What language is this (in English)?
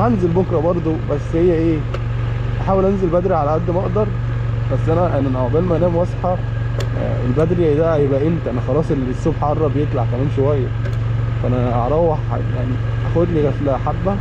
Egyptian Arabic